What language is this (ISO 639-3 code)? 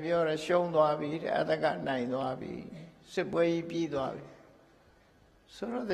mya